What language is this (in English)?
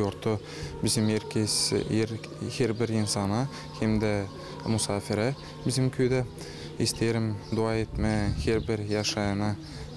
Gagauz